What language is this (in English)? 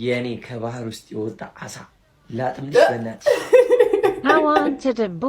Amharic